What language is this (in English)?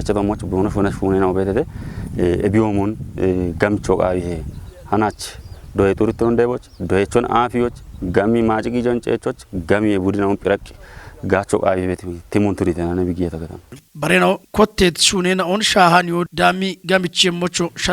Kafa